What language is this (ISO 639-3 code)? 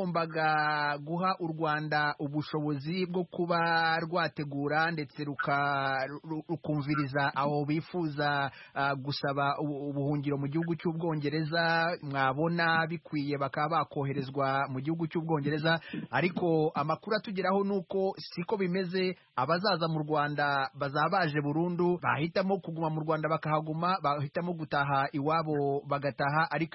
kin